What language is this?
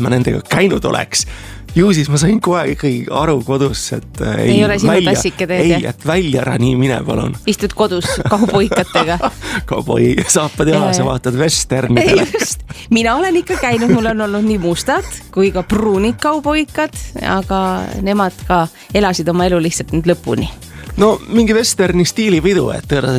Estonian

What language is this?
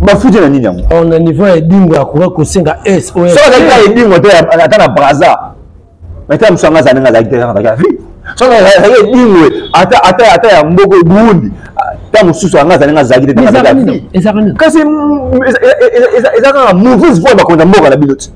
Lingala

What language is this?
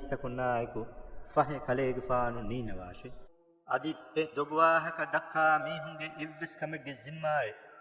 Divehi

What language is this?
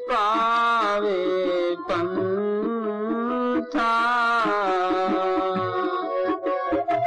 Hindi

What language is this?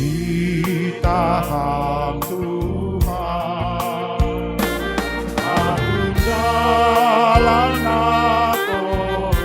Batak Simalungun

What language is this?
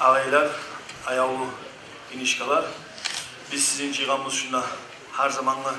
Kumyk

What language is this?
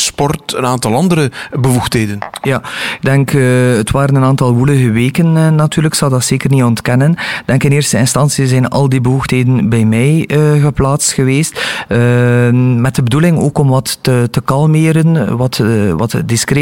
Dutch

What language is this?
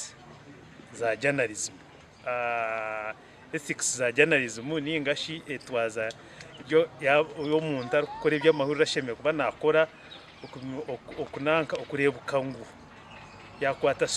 Nyankole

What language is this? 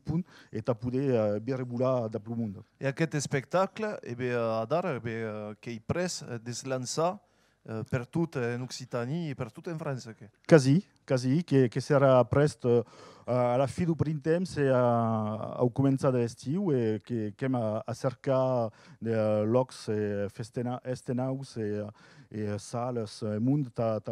Occitan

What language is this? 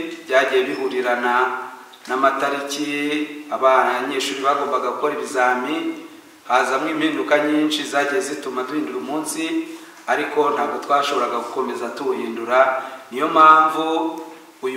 Kinyarwanda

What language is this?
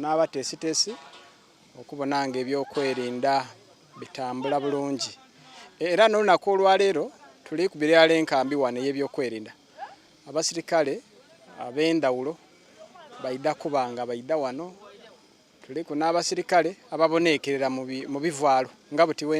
Soga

